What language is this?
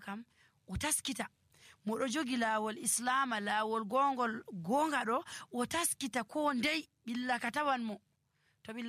Nigerian Fulfulde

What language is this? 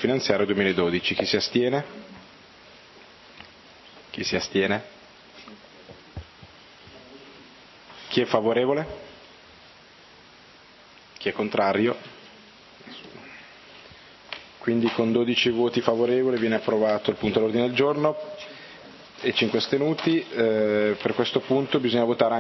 Italian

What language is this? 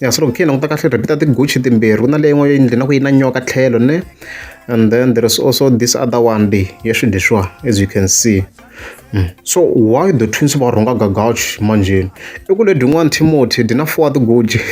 Tsonga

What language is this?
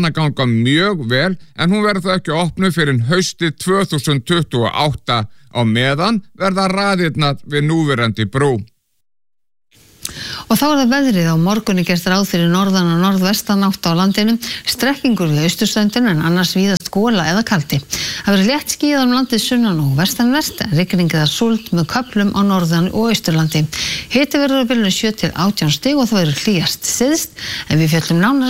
Icelandic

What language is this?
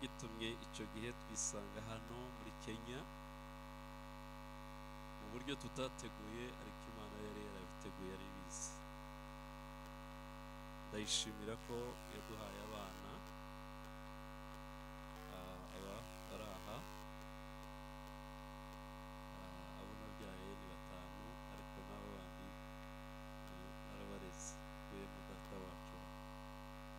Kinyarwanda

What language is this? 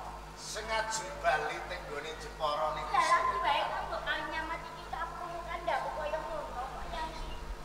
Javanese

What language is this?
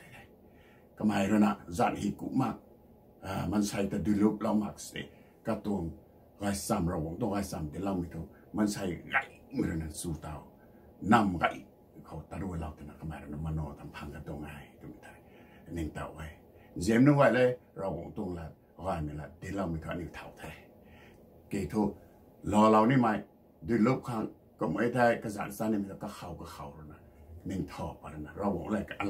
Rongmei Naga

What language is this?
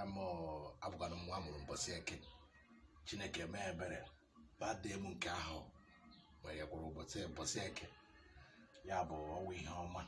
Igbo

